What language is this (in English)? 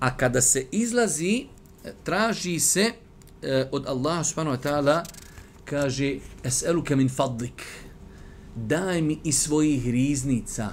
Bosnian